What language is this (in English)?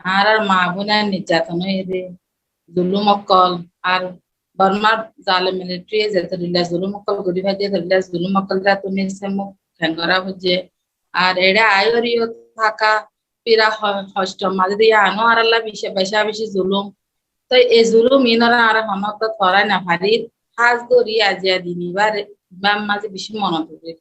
Rohingya